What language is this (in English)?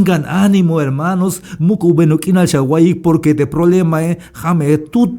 Tzeltal